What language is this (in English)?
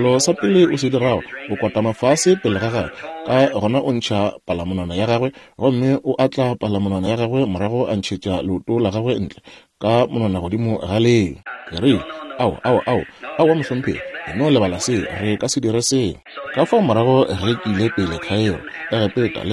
Northern Sotho